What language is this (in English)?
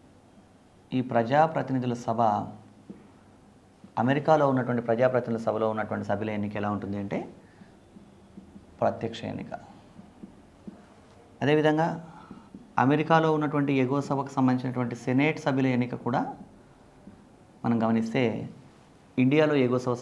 Telugu